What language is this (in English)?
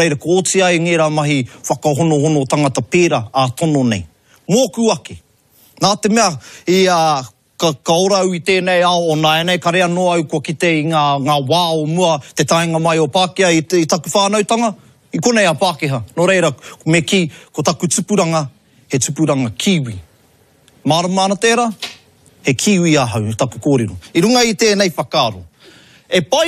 Māori